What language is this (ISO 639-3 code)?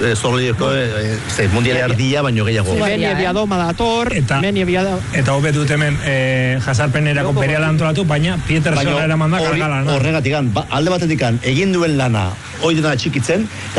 eus